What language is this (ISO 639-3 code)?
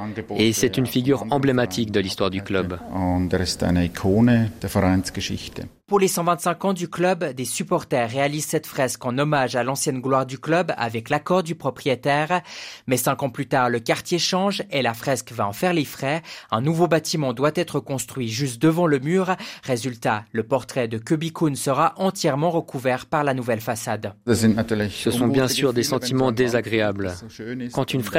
fra